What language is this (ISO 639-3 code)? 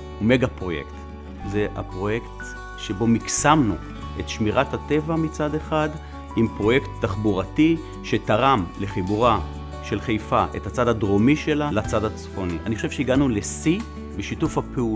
heb